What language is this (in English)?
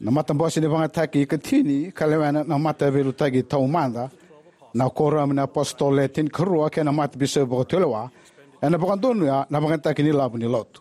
Fijian